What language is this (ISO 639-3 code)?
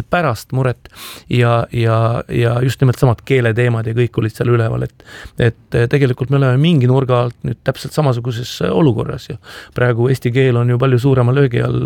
est